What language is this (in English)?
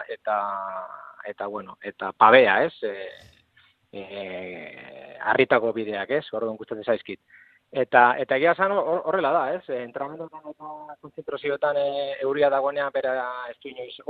Basque